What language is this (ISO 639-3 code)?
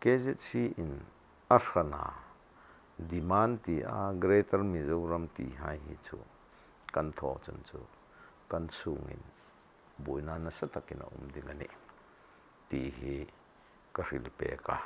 hmr